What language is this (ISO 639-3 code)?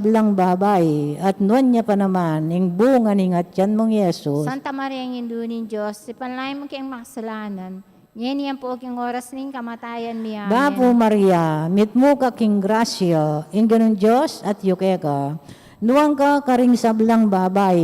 pam